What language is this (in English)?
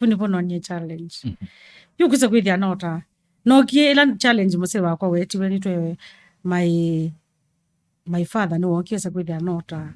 Kamba